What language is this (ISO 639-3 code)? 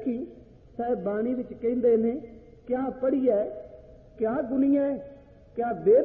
pan